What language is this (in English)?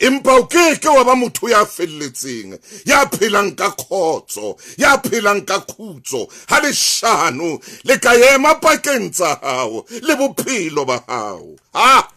Southern Sotho